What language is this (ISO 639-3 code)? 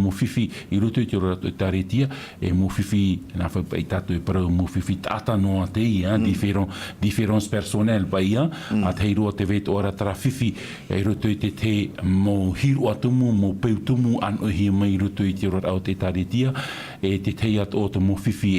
tah